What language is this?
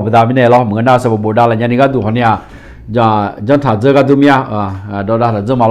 Akha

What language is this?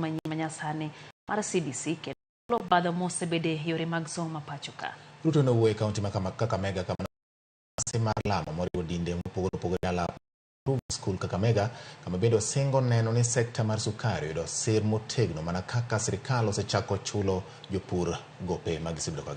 Luo (Kenya and Tanzania)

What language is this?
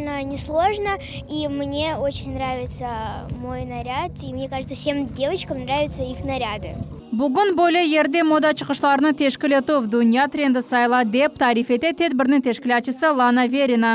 Crimean Tatar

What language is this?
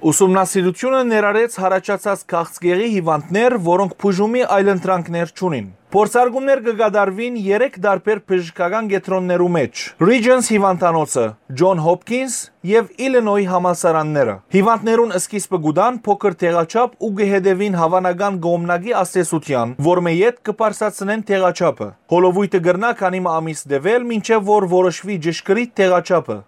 Western Armenian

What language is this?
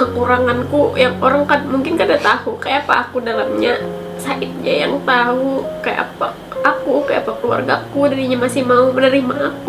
Banjar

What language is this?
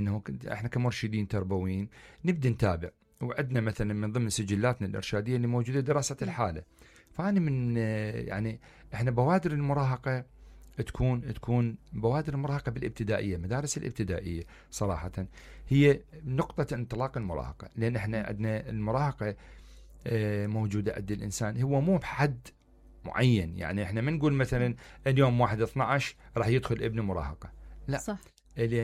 Mesopotamian Arabic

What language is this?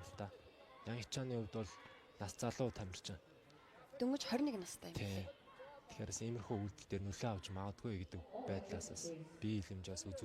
Mongolian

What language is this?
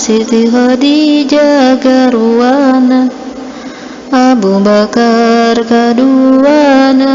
Sundanese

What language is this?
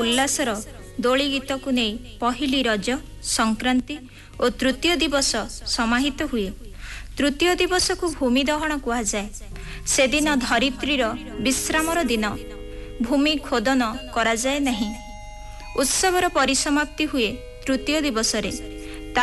Odia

